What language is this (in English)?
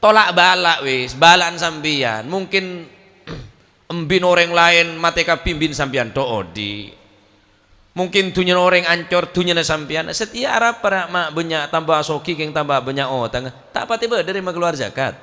Madurese